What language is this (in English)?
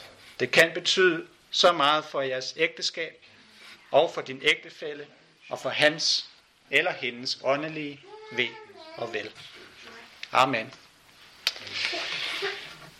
Danish